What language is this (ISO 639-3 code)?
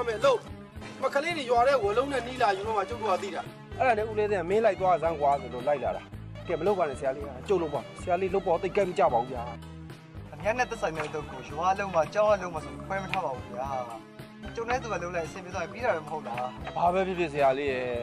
mya